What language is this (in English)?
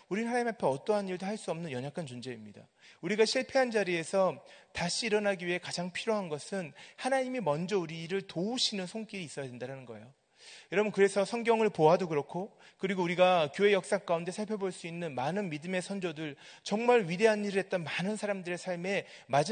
Korean